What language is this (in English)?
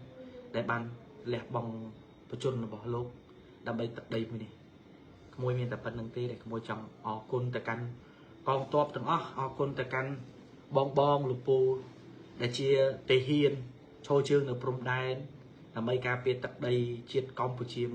Khmer